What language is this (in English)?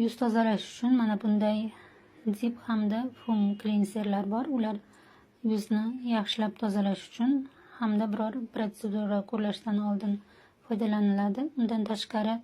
Uzbek